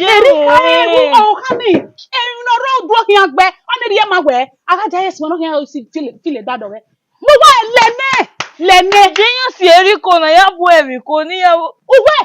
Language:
Bini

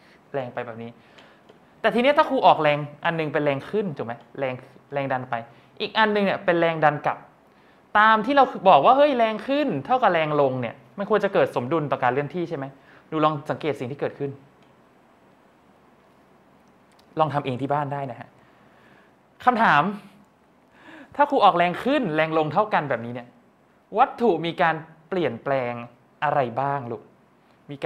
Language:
Thai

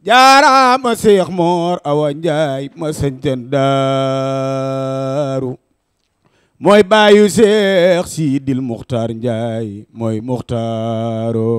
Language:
Wolof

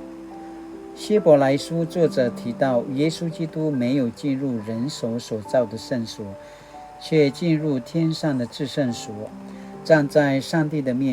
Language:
Paiwan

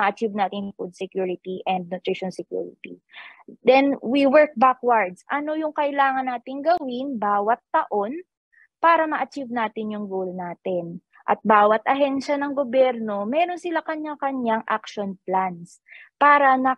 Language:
Filipino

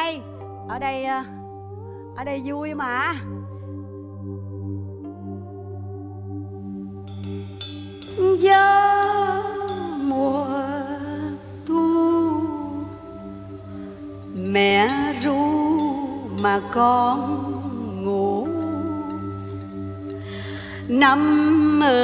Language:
Vietnamese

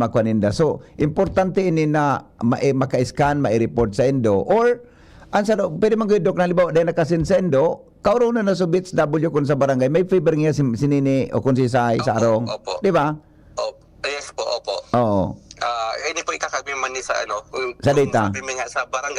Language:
Bikol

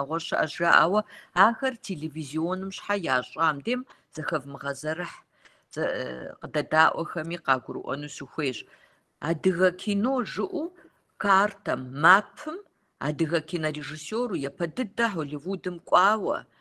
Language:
Kabardian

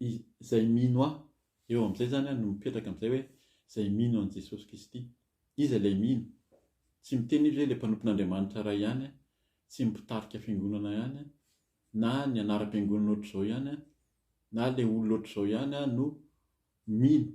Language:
Malagasy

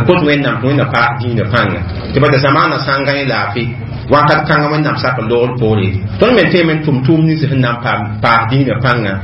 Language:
Mossi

